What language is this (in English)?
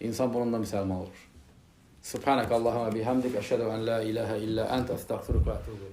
Azerbaijani